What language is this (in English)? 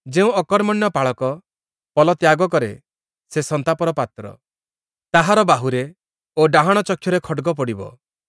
Odia